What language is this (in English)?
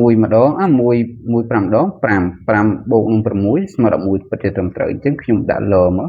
Khmer